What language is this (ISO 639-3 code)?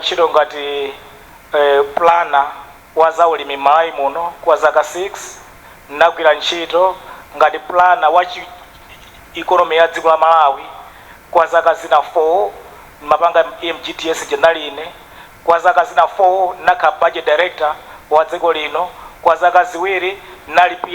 nya